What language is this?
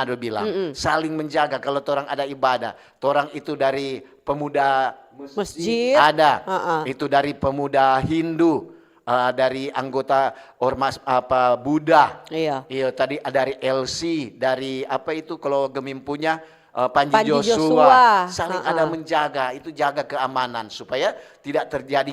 Manado Malay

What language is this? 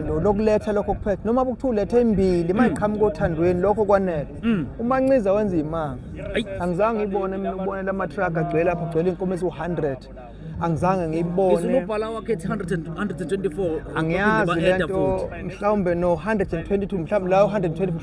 Zulu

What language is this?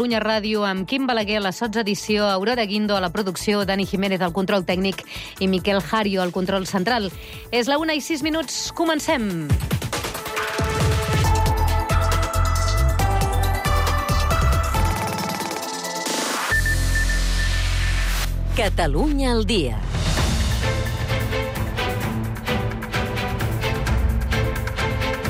Catalan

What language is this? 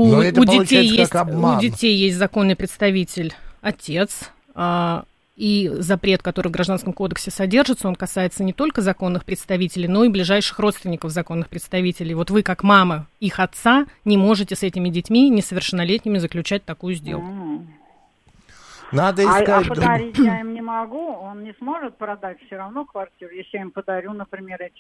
Russian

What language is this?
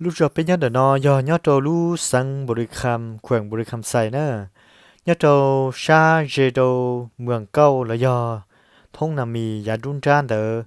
Hmong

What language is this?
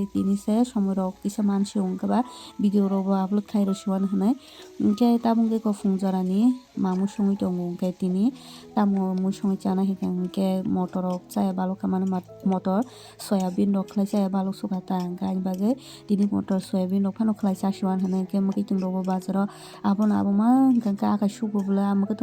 Kok Borok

